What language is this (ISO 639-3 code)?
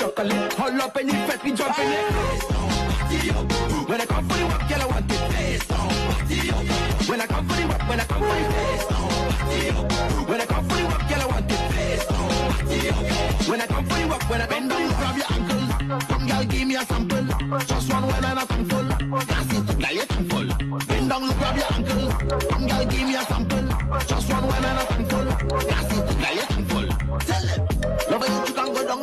pap